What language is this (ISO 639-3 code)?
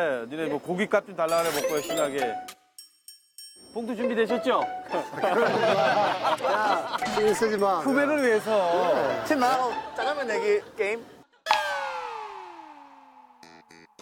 kor